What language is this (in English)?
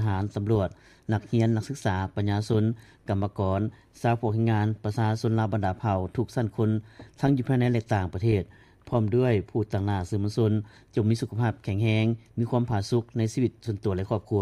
Lao